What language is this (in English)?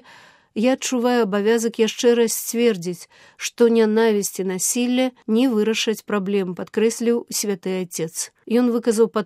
Belarusian